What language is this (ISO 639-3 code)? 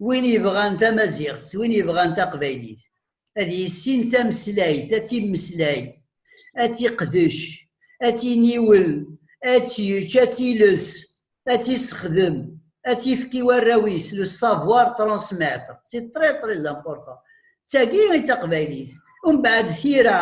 kab